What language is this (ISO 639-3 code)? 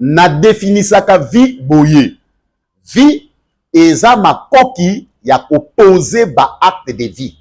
lin